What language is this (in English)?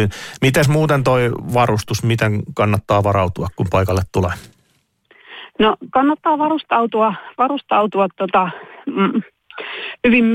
Finnish